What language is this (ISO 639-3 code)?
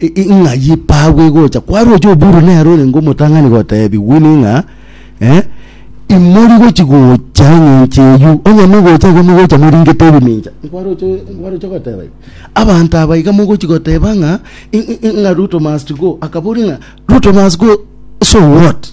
guz